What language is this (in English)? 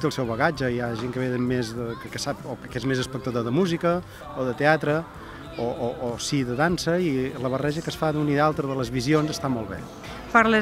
Catalan